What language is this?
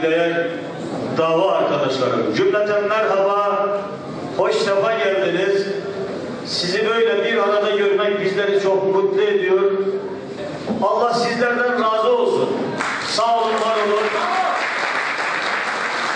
Turkish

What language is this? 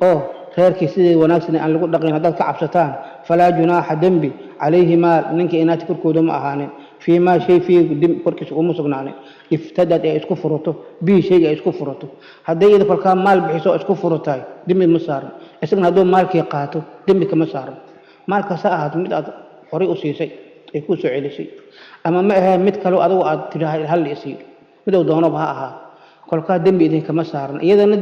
Somali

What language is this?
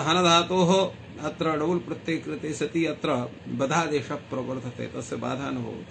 Sanskrit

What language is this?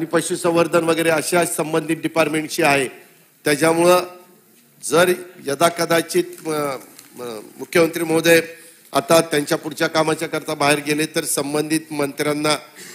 Marathi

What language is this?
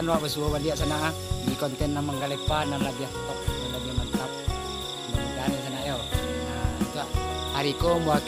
Minangkabau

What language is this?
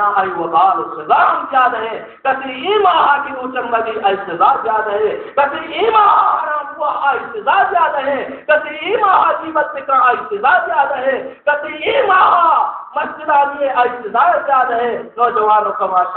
Baluchi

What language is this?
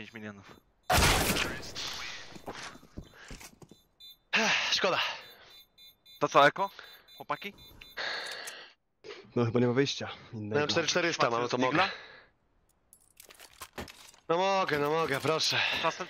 Polish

